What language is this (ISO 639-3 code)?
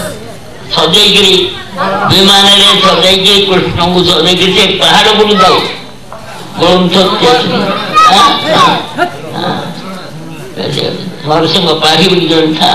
ori